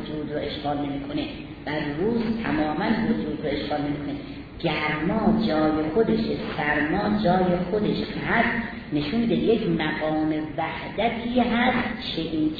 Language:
Persian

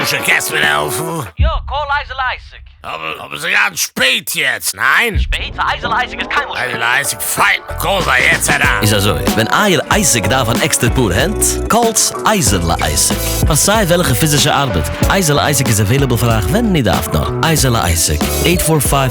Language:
Yiddish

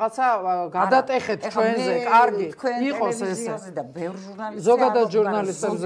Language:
Georgian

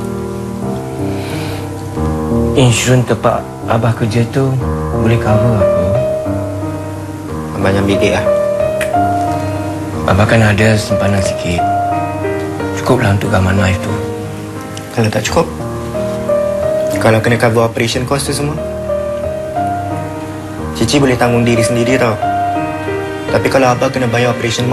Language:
Malay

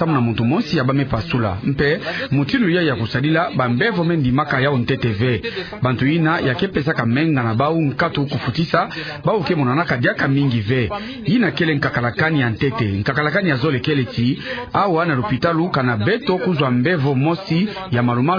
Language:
Kituba (Democratic Republic of Congo)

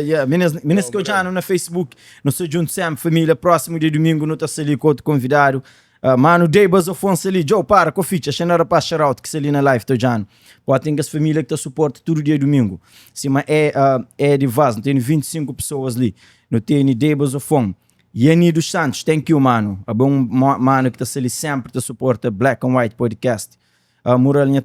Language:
Kabuverdianu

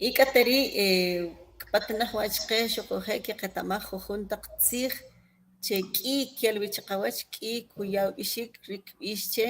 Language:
Kʼicheʼ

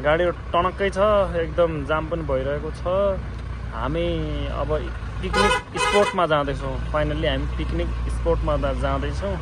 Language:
Nepali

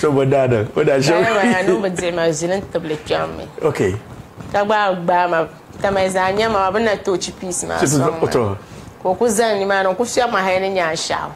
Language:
Dagbani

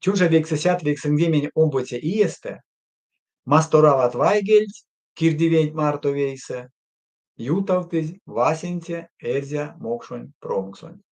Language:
Erzya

